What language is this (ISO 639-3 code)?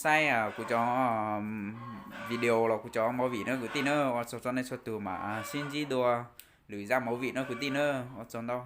hmn